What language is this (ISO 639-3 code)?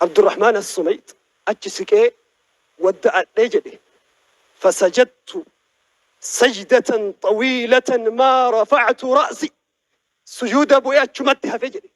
orm